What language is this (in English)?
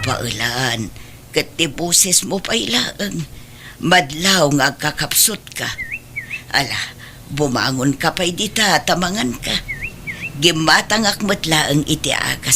Iloko